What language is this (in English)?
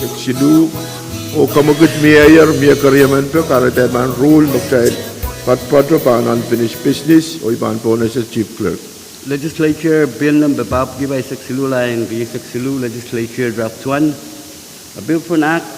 Pohnpeian